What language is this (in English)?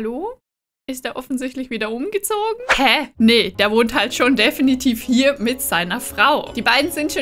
German